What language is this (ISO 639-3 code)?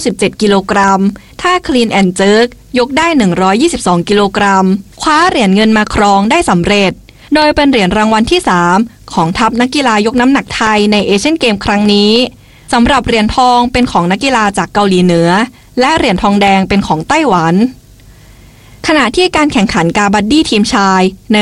tha